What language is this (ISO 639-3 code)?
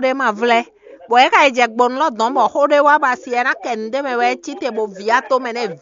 fon